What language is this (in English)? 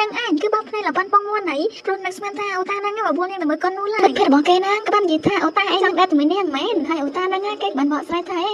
Khmer